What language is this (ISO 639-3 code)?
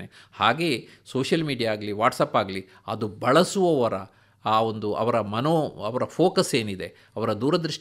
kan